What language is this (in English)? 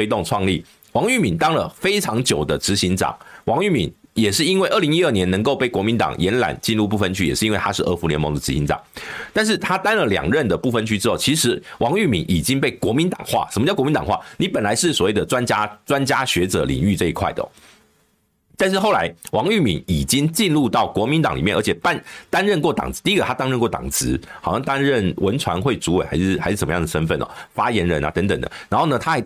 Chinese